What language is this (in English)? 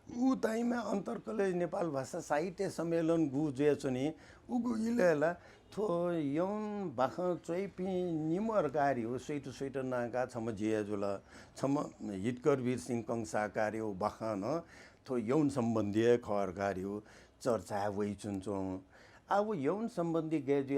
Newari